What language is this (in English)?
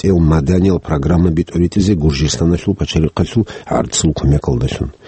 Avaric